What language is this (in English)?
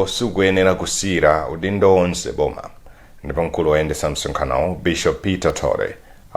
Nyanja